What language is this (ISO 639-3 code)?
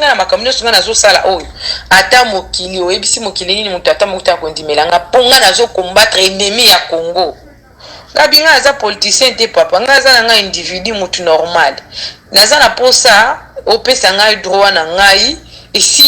lin